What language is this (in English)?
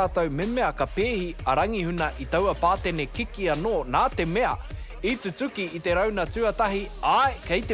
Māori